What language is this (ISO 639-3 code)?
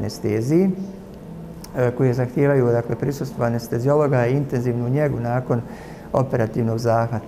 bos